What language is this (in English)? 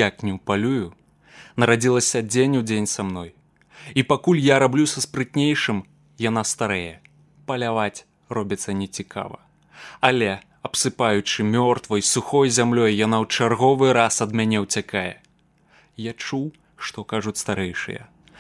Belarusian